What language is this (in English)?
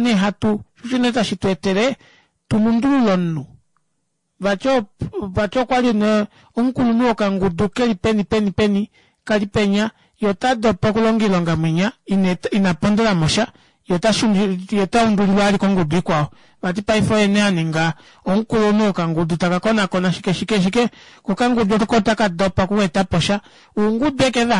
Kuanyama